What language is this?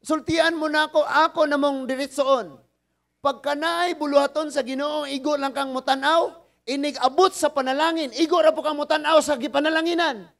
Cebuano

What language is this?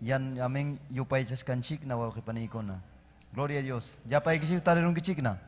Ayacucho Quechua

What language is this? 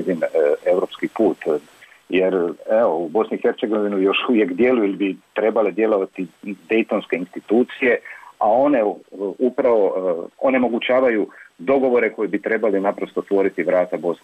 Bosnian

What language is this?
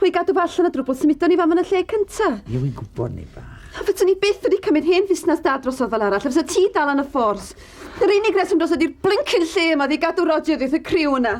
Welsh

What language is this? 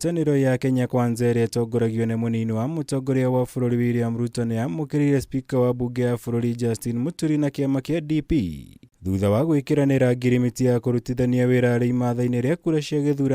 Kikuyu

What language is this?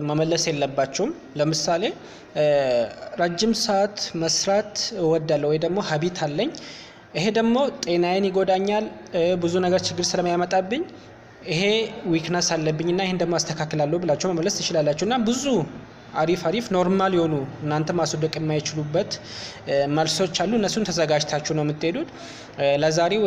Amharic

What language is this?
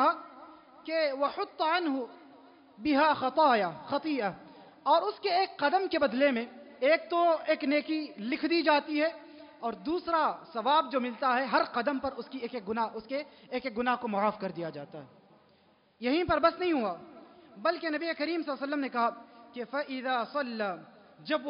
Urdu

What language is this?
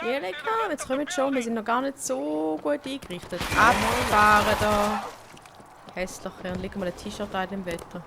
Swiss German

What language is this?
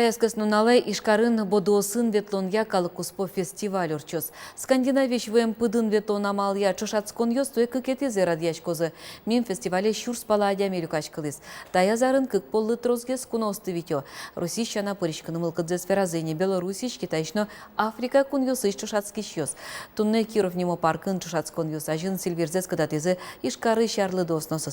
Udmurt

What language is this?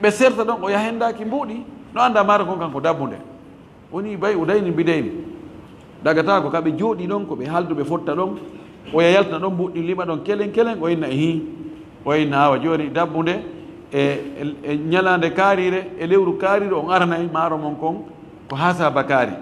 Fula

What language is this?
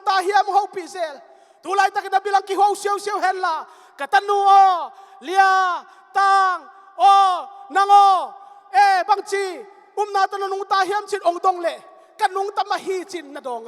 Tedim Chin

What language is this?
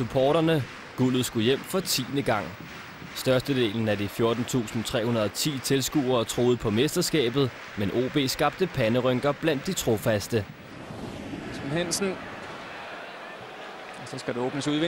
Danish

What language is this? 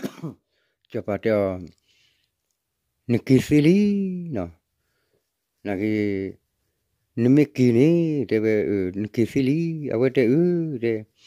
S'gaw Karen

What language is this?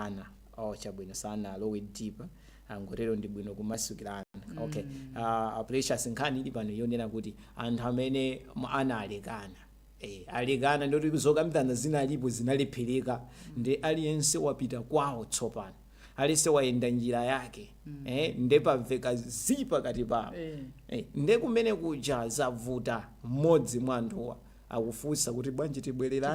Nyanja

